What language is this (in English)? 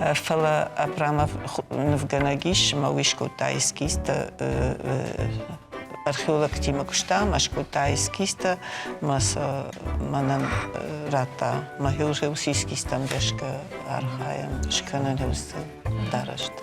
Ossetic